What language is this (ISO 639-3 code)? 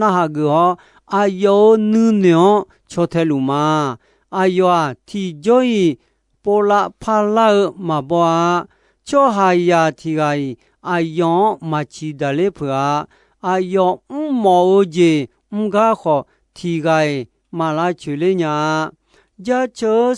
ahk